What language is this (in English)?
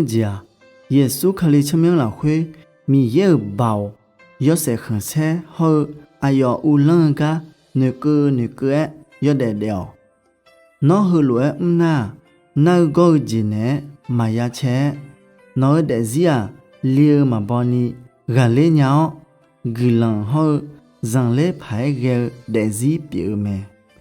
Akha